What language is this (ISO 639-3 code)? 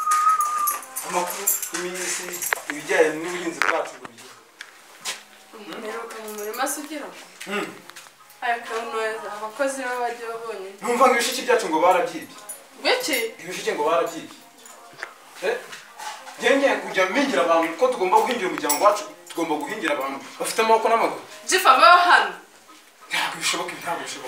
kin